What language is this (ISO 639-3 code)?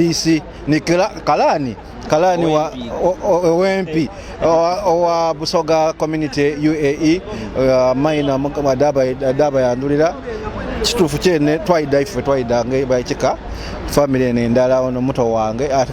xog